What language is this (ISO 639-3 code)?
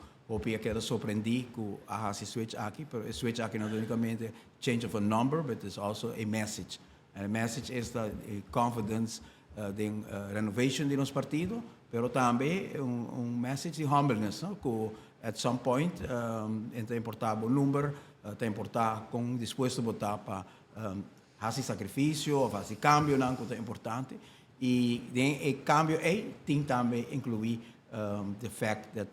pap